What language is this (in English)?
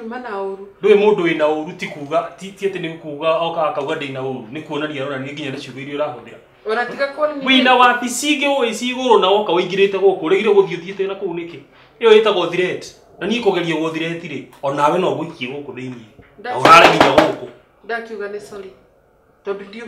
Kikuyu